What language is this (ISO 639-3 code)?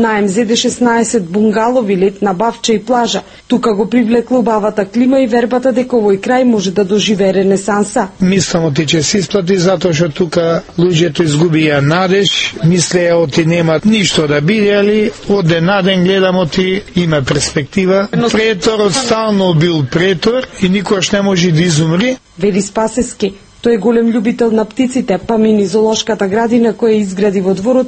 mkd